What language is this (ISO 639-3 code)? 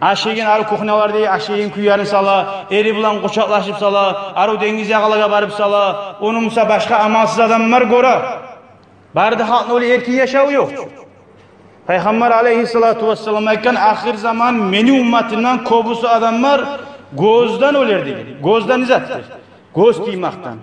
kum